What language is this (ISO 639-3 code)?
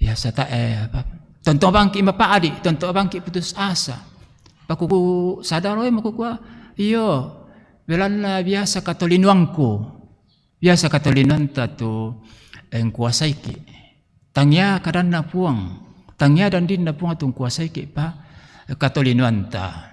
sda